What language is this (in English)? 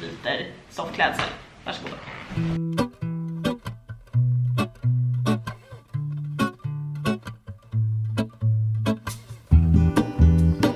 Swedish